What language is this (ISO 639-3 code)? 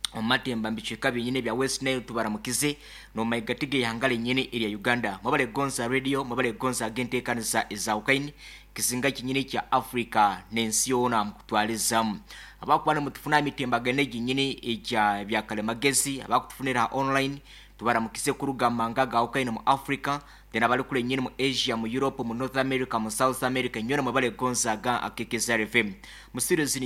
nyn